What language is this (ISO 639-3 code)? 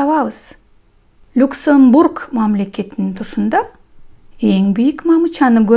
kir